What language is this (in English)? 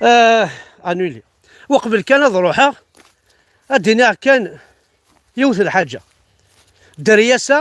Kabyle